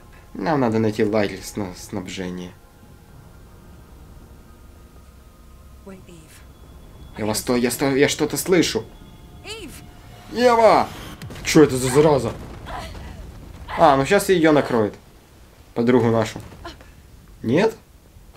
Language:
Russian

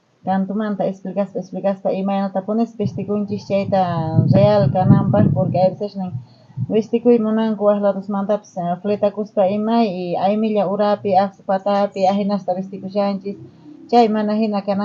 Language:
South Bolivian Quechua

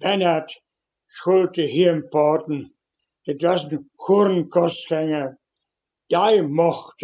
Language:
Westphalien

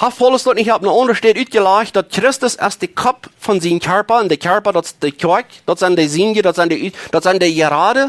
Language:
Plautdietsch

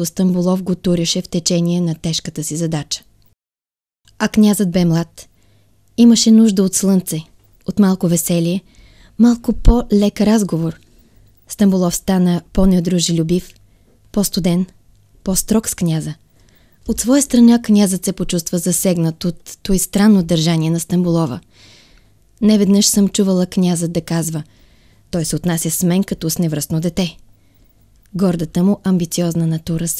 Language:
Bulgarian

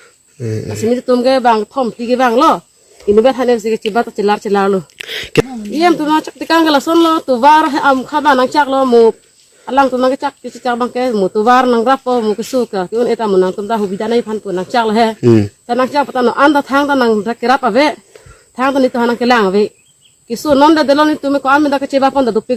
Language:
Karbi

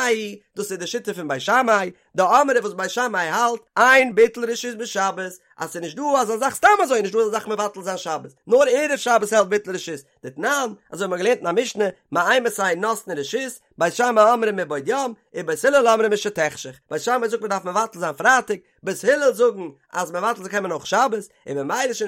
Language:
Yiddish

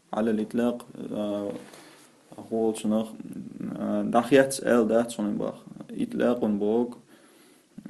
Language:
Chechen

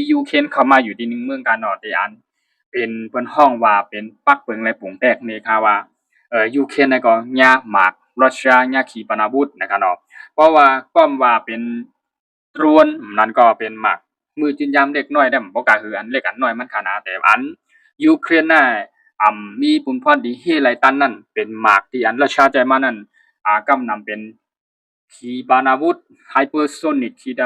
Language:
Shan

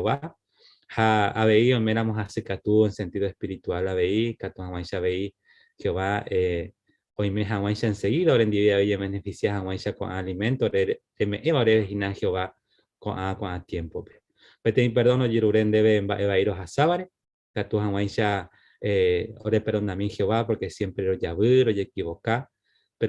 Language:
Guarani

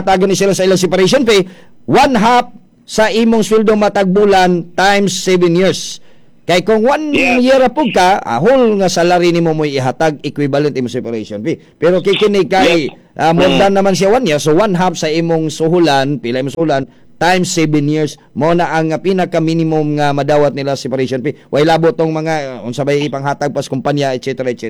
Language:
Cebuano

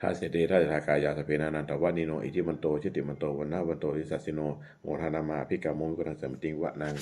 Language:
Pali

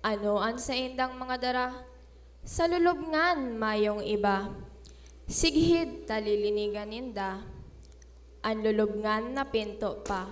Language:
Bikol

